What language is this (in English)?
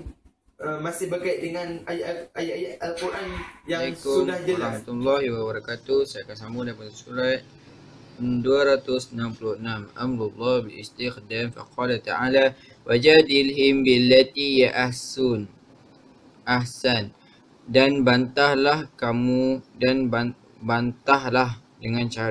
Malay